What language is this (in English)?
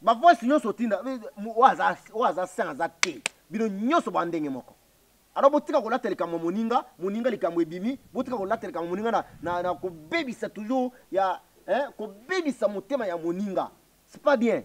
Lingala